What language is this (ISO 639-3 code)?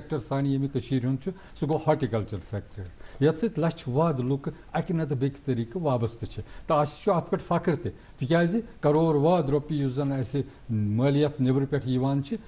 kas